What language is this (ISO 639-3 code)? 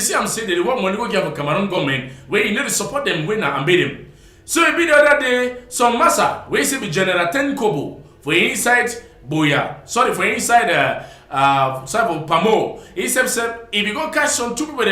wes